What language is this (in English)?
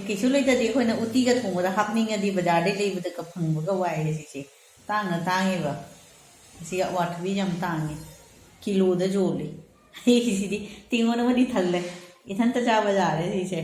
Manipuri